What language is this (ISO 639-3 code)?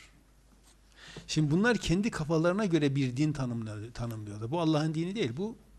tur